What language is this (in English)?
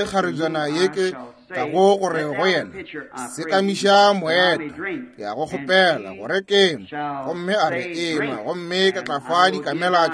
Northern Sotho